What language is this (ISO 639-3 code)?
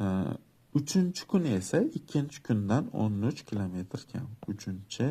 uzb